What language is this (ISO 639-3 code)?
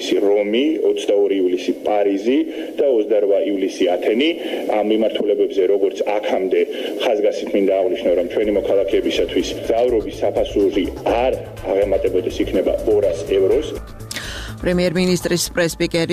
kat